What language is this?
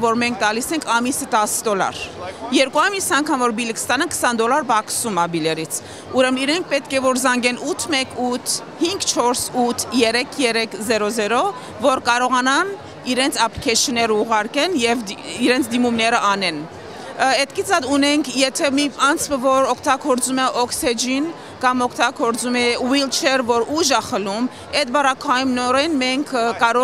Western Armenian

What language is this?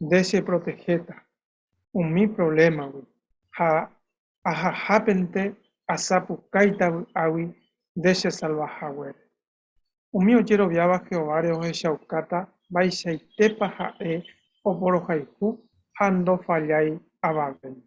Guarani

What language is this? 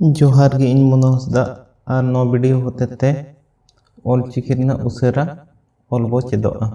Santali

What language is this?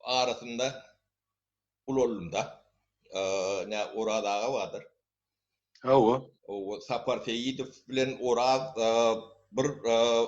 Turkmen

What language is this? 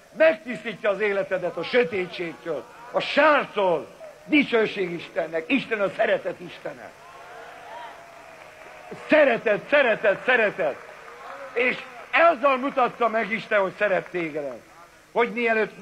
Hungarian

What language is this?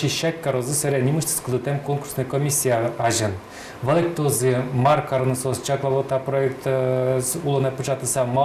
Udmurt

